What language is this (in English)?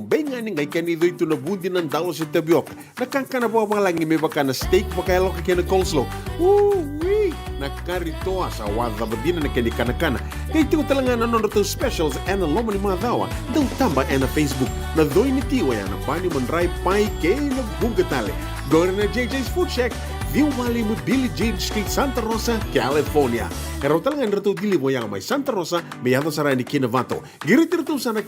Fijian